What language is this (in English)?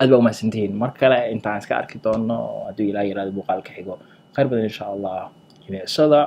Somali